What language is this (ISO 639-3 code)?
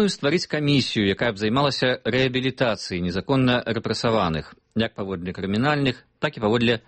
bel